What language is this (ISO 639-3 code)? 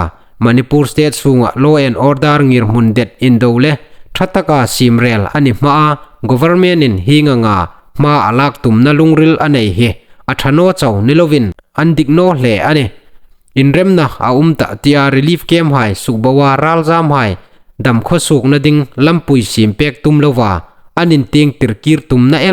hmr